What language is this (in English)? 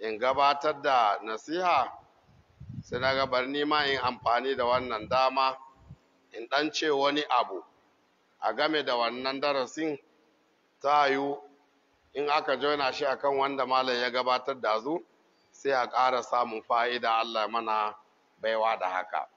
Hausa